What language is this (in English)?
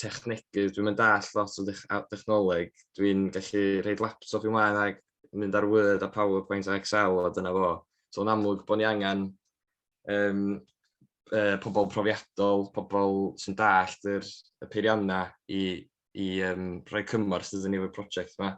Welsh